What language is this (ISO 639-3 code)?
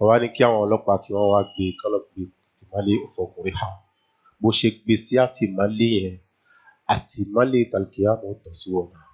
yor